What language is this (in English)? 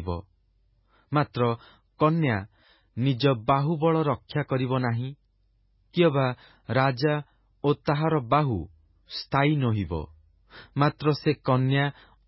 Odia